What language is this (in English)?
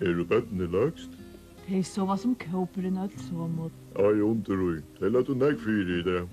Faroese